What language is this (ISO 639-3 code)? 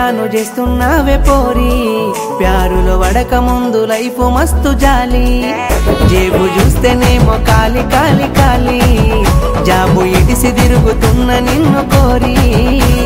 tel